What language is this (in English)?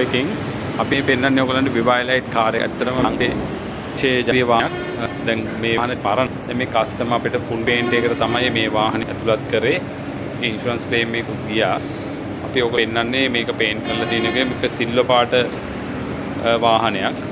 Sinhala